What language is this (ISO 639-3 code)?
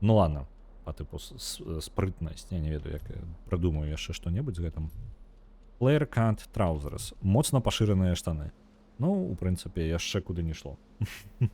bel